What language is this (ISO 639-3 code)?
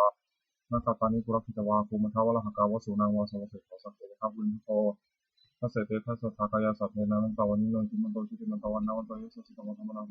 pli